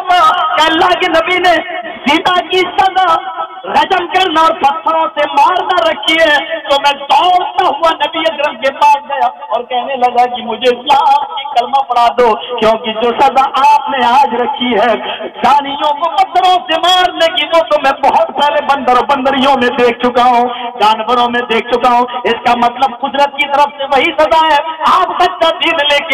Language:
Urdu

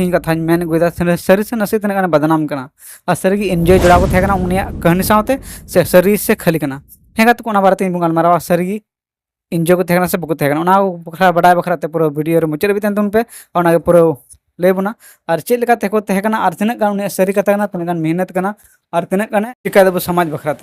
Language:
Santali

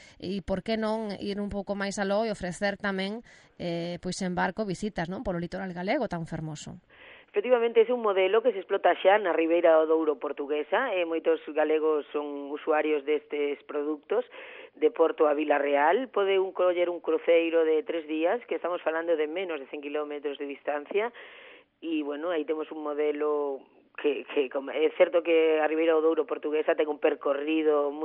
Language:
Galician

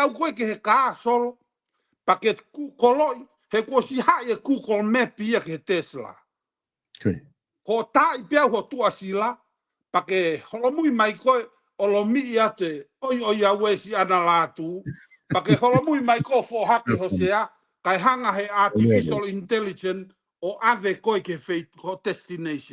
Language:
Tongan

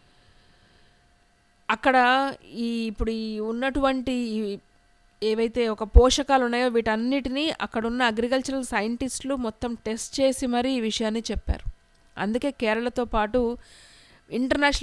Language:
Telugu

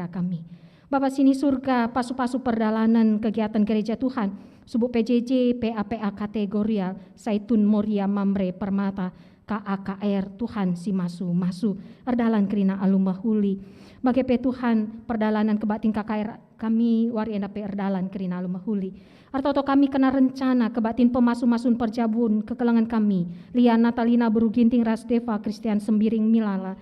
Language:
Batak Karo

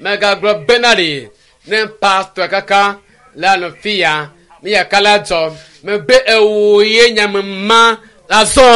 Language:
Ewe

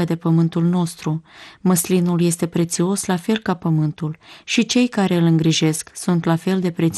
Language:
Romanian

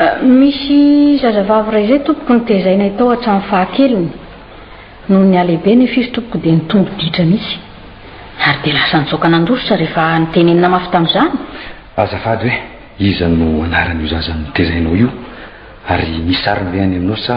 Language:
Malagasy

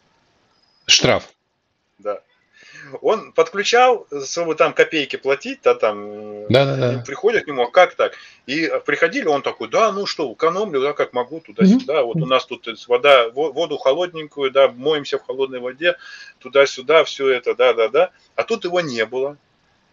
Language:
Russian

